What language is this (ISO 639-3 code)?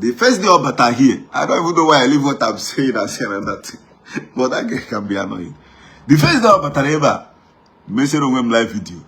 ibo